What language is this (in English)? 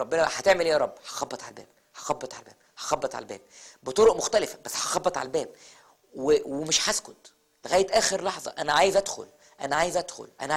Egyptian Arabic